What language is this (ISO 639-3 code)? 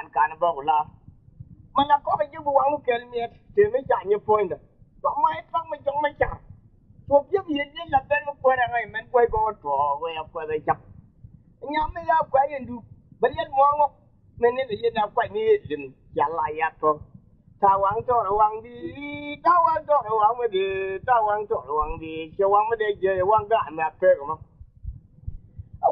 vie